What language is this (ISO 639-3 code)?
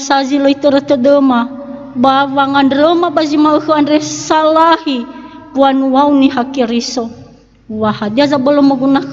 nia